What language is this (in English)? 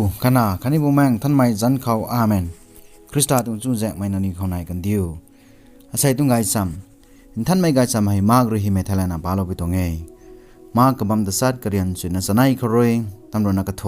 Rongmei Naga